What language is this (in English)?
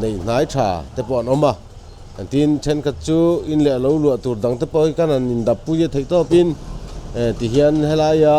Mizo